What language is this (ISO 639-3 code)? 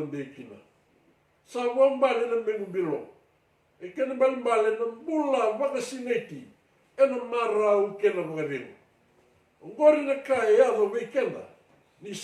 fij